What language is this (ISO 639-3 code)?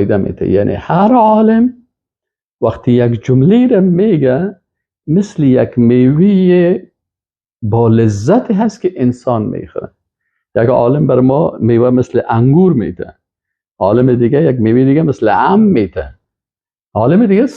fas